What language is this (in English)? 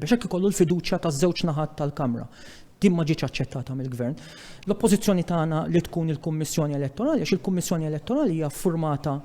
Maltese